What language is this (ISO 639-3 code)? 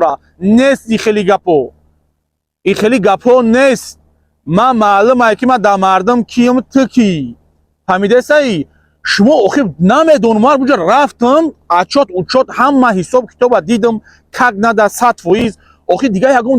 tgk